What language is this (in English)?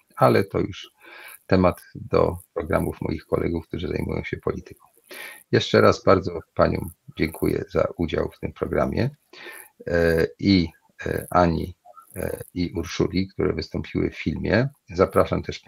Polish